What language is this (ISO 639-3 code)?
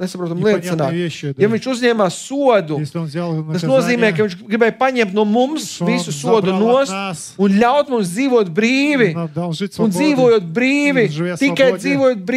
lav